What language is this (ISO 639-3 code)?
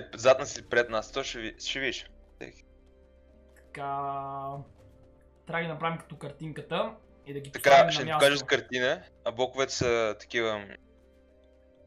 bul